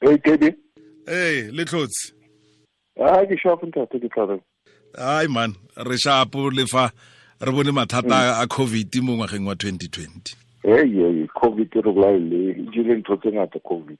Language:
Tswana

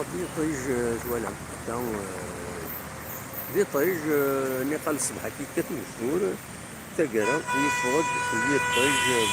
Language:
Kabyle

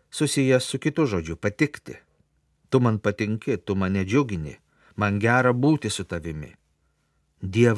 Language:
Lithuanian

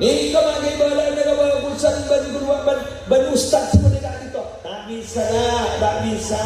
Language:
Madurese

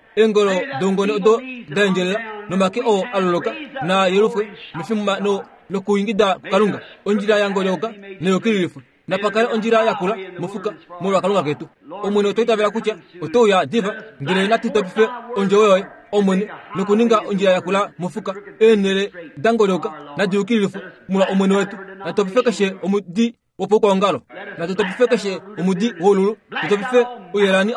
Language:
Kuanyama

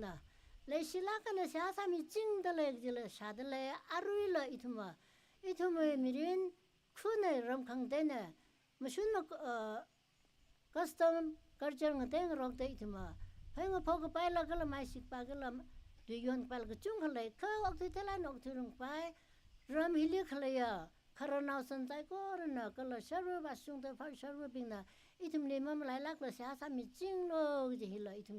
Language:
Tangkhul Naga (India)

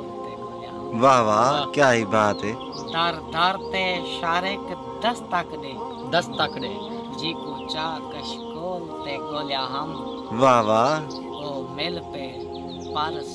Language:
Saraiki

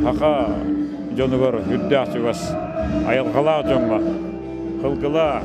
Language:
Yakut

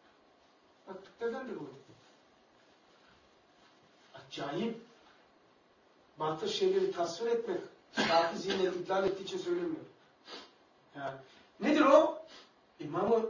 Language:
Turkish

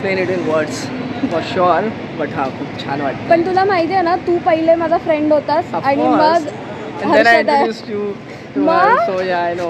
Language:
Marathi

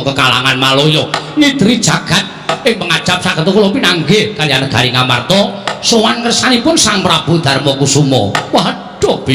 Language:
Javanese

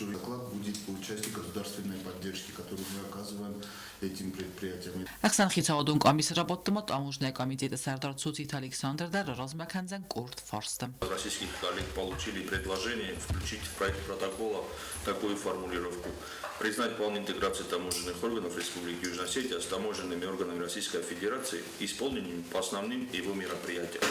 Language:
Ossetic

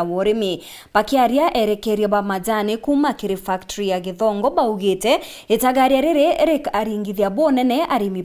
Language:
Meru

